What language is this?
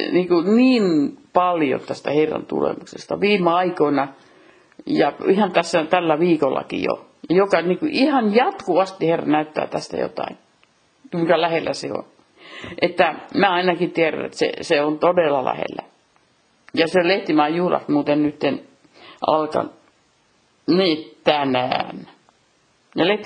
Finnish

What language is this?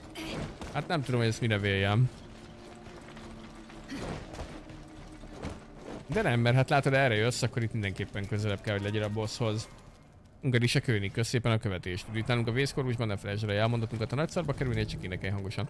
Hungarian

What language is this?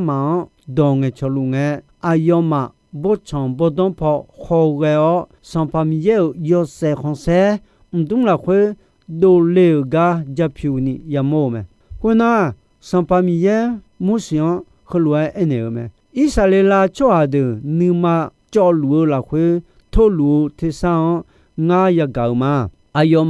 Akha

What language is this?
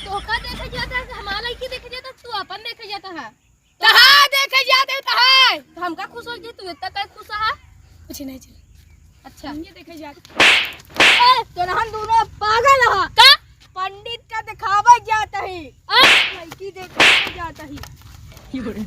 Awadhi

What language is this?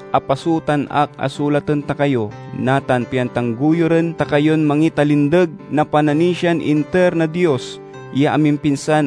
Pangasinan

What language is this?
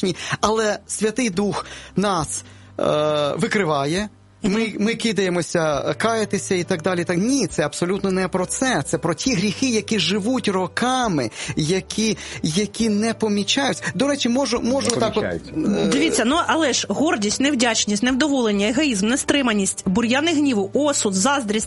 Ukrainian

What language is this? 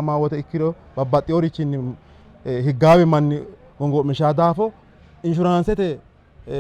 Sidamo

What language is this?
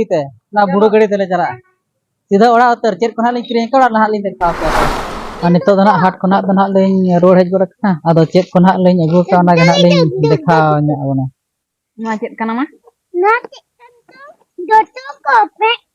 Santali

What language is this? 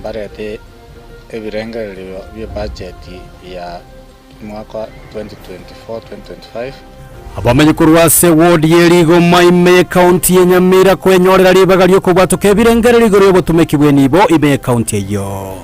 Gusii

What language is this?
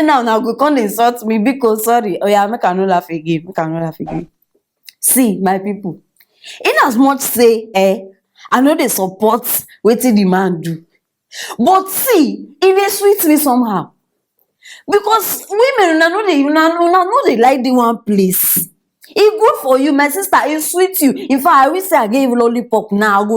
Nigerian Pidgin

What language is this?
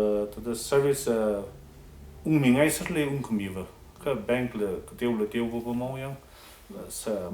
Tangkhul Naga (India)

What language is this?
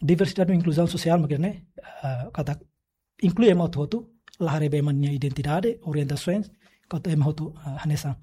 Tetum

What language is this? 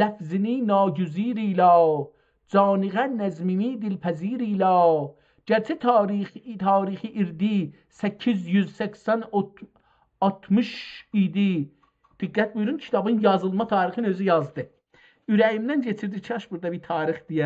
South Azerbaijani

